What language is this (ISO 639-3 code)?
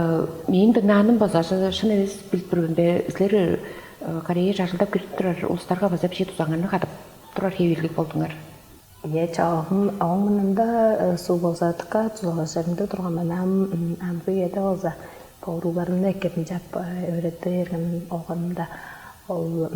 tyv